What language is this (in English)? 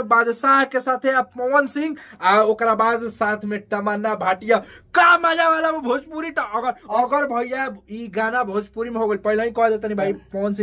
Bhojpuri